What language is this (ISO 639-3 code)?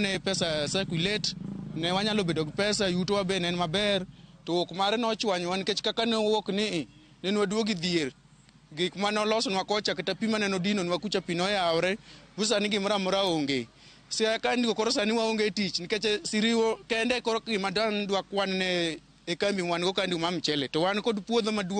luo